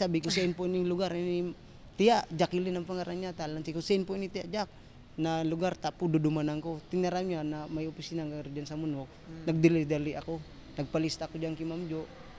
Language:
Bikol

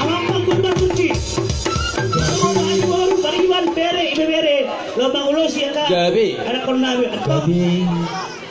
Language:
Batak Toba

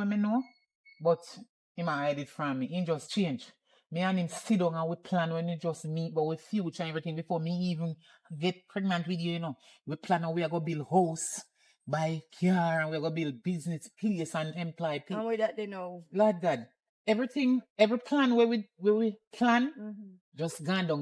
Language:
Jamaican Creole English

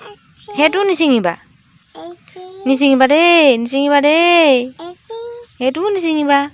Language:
Assamese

